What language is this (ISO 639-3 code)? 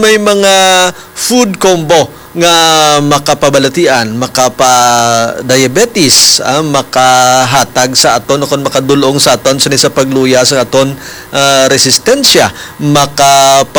hil